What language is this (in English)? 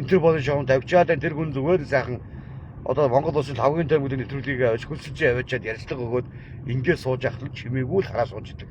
Mongolian